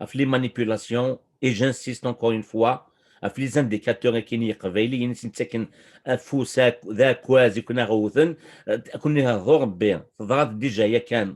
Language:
Kabyle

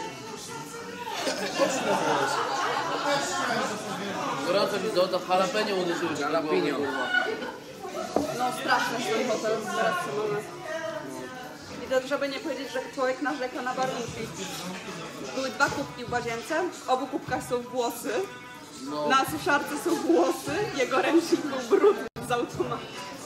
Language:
Polish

